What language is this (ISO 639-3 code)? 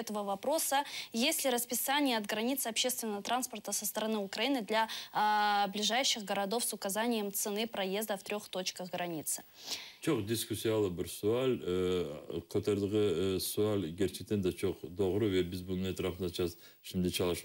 crh